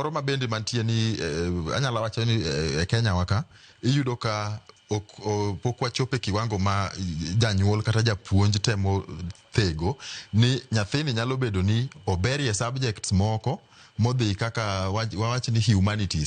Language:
Luo (Kenya and Tanzania)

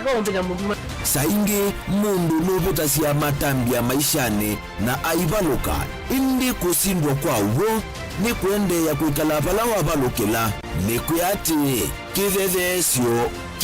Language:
Kamba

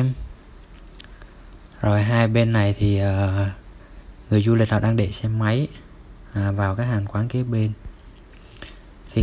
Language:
Vietnamese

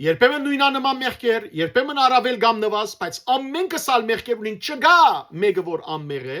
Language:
Western Armenian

